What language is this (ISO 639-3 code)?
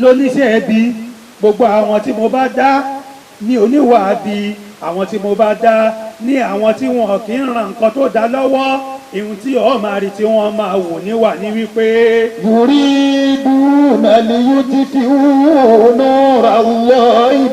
yor